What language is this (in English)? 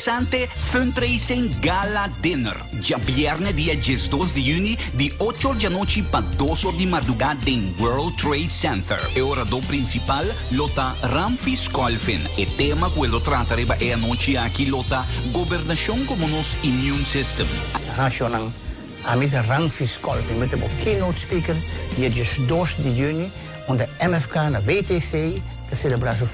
Papiamento